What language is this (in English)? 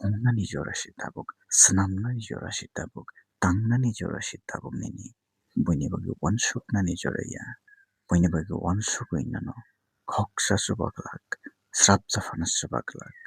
Kok Borok